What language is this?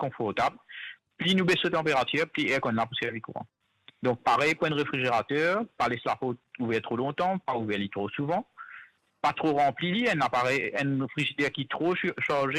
Morisyen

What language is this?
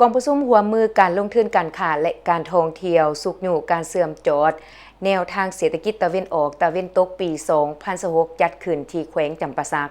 Lao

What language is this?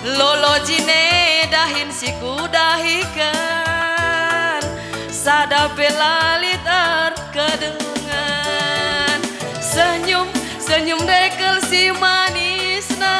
Batak Karo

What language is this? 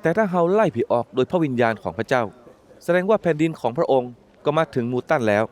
Northern Thai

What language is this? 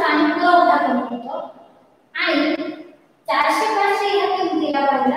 Marathi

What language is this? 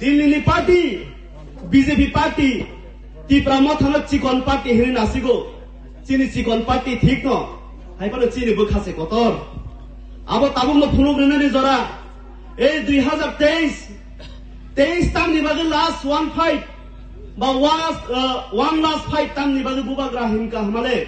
Kok Borok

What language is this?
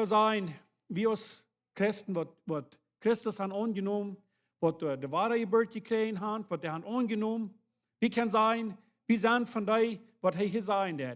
Plautdietsch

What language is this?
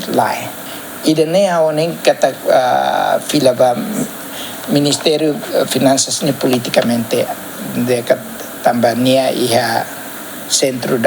Tetum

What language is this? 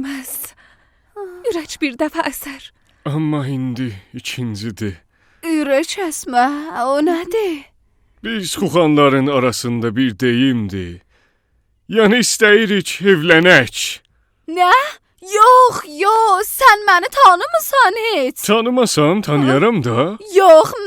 South Azerbaijani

